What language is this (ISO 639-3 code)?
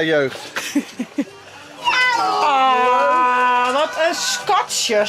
fry